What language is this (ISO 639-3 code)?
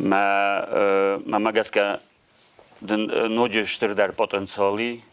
oss